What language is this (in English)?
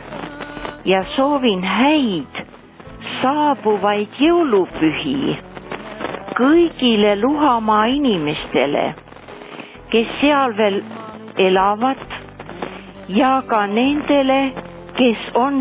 Estonian